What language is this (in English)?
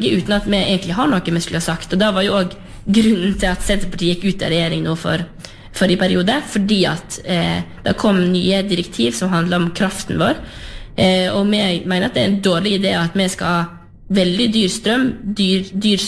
Norwegian